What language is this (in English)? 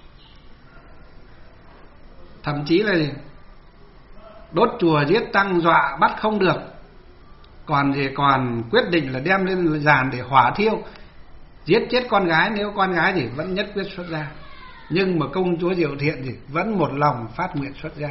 Vietnamese